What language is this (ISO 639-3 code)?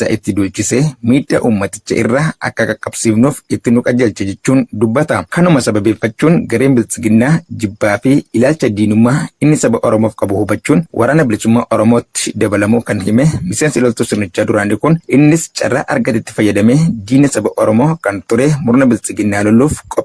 orm